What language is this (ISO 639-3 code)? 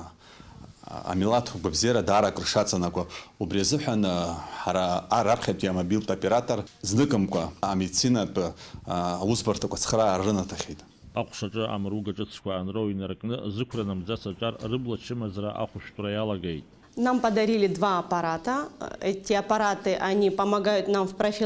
abk